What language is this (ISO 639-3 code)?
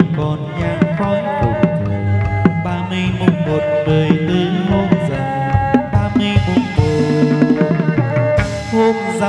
vie